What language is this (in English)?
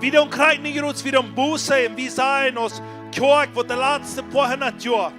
Plautdietsch